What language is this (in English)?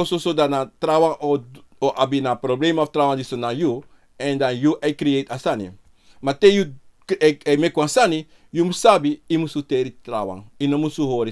Sranan Tongo